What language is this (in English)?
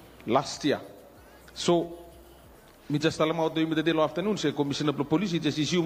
Bislama